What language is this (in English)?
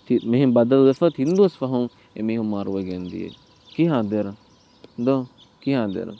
Divehi